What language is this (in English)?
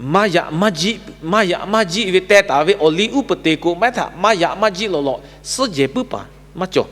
Lahu